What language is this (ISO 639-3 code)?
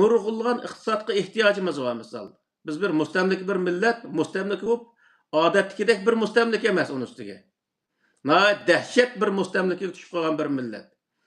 uig